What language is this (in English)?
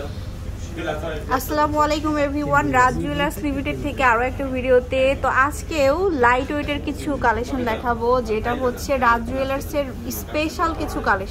Bangla